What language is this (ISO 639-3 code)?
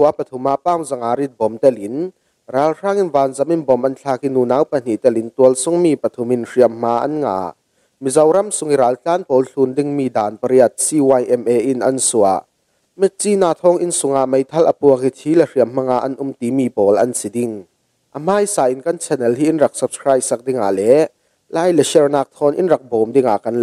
cfm